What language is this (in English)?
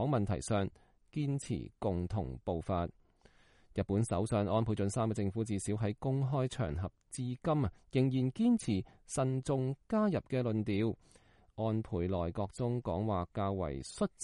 Cantonese